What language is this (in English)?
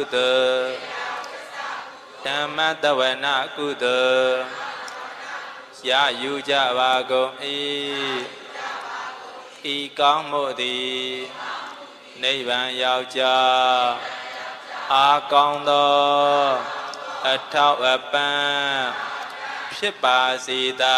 Burmese